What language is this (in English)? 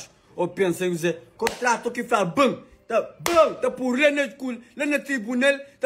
Kabuverdianu